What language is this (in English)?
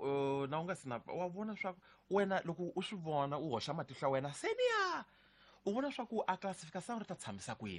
Tsonga